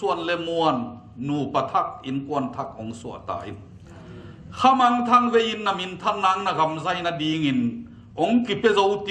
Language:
Tedim Chin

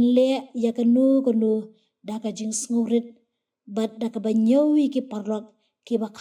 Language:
Khasi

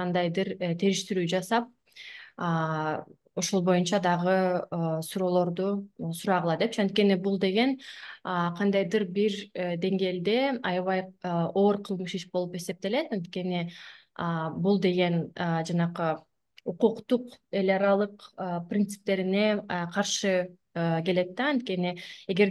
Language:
Kyrgyz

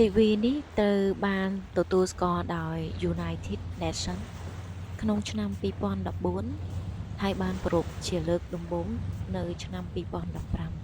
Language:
Khmer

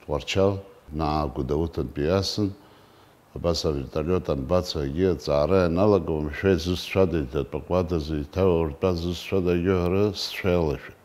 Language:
Abkhazian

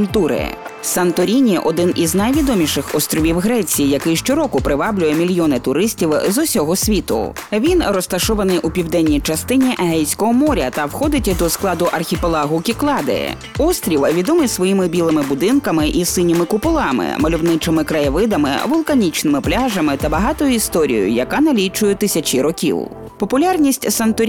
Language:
Ukrainian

